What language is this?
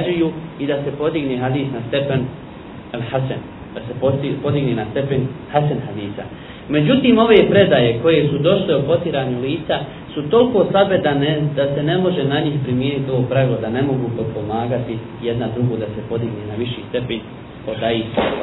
Bosnian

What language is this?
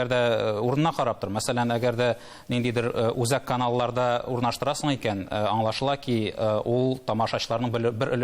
Tatar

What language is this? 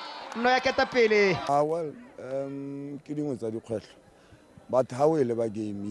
Tswana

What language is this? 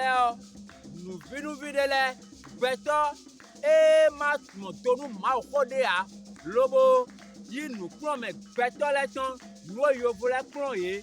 Fon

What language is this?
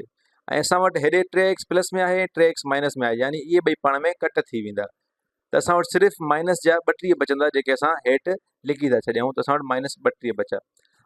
Sindhi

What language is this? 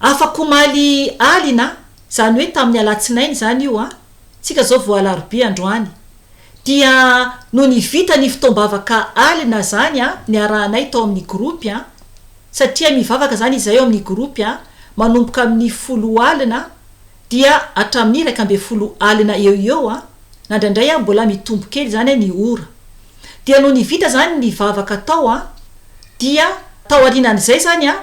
Malagasy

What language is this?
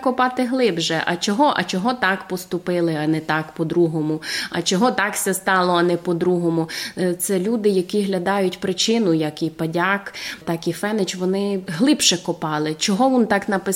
Rusyn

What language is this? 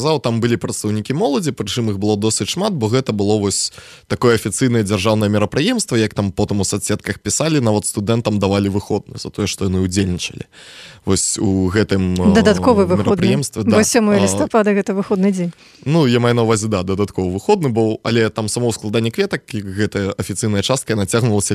Belarusian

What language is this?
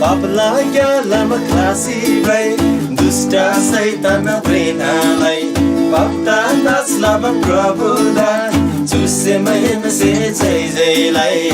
Eastern Tamang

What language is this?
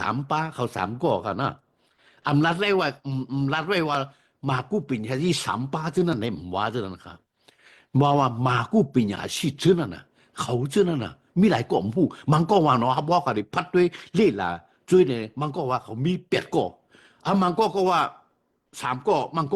Shan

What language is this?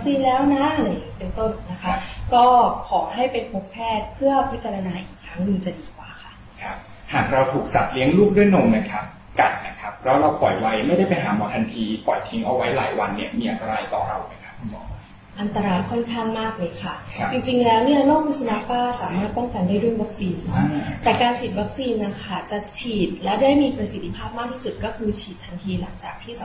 Thai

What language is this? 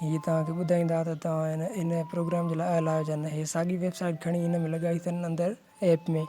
Sindhi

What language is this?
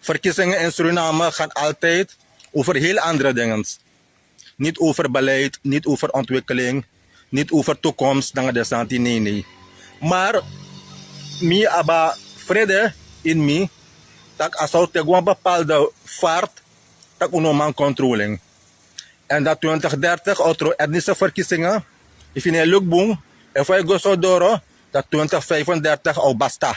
Sranan Tongo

